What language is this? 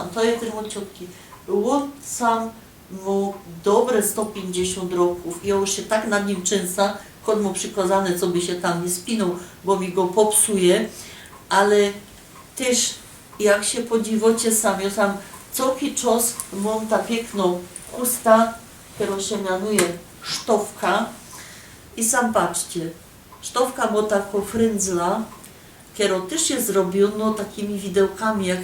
Silesian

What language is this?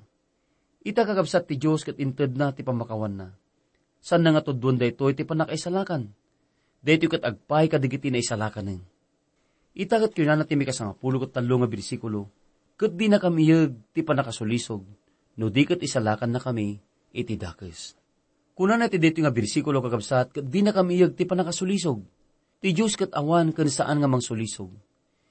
Iloko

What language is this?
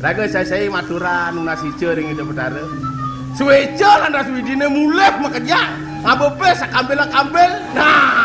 Balinese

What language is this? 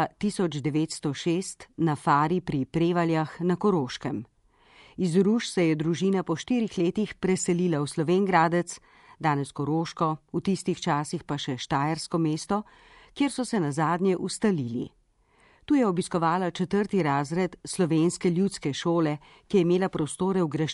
Slovenian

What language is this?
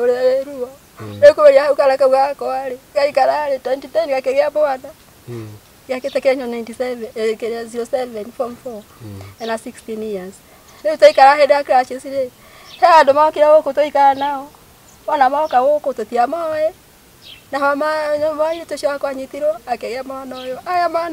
Kikuyu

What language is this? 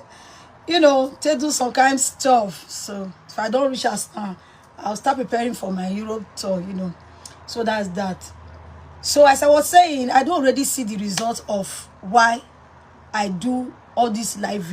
Nigerian Pidgin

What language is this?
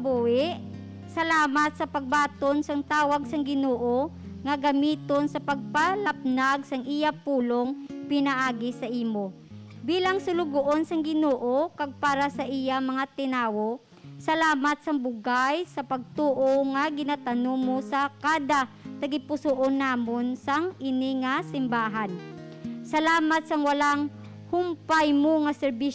Hiligaynon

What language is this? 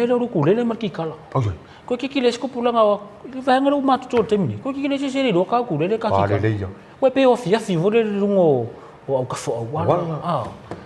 Samoan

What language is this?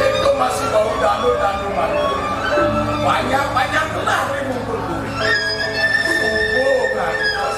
Balinese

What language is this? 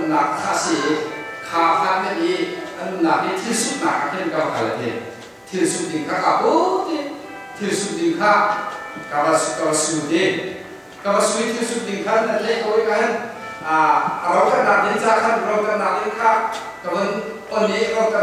Hakha Chin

